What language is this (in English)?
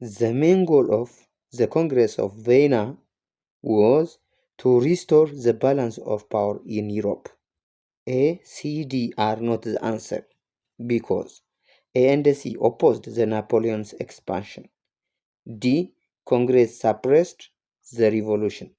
English